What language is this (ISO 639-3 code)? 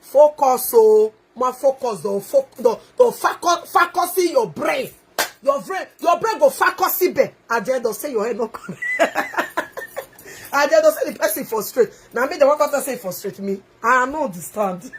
pcm